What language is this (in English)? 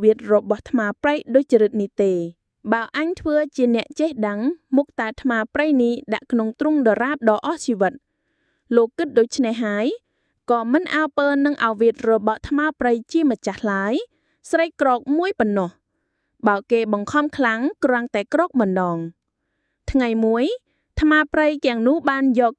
Khmer